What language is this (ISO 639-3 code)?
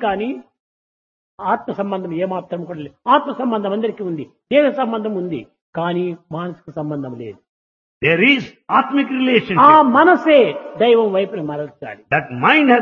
tel